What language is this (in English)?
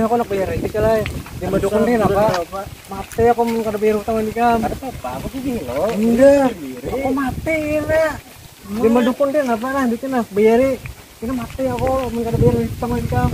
Banjar